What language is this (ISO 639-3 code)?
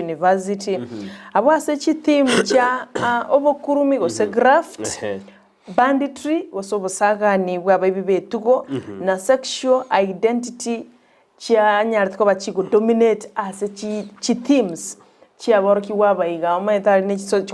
guz